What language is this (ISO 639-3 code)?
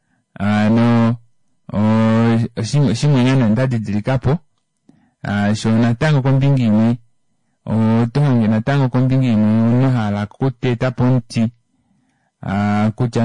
kua